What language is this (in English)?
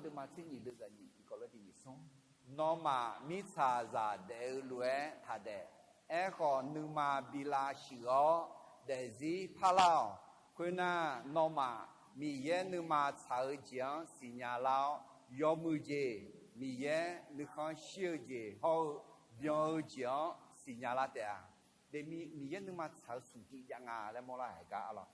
Akha